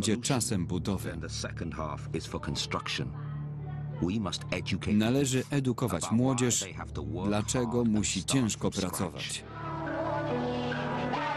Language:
Polish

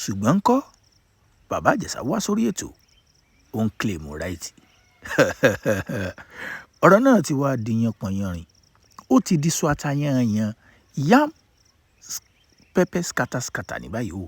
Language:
Yoruba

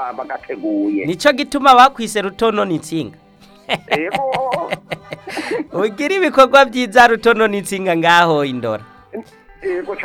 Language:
Rundi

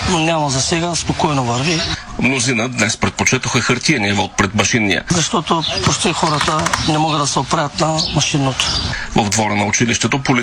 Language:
Bulgarian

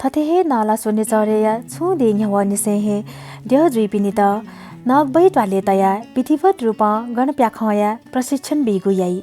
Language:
Newari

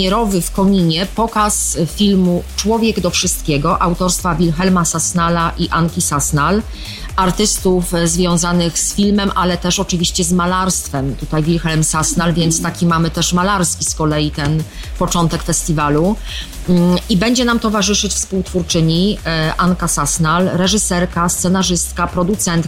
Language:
Polish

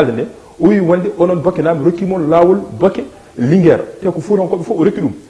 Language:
Fula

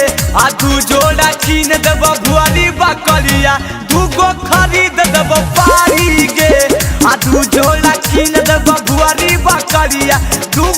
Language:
Magahi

